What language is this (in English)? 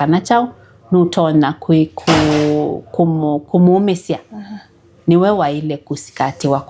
Kamba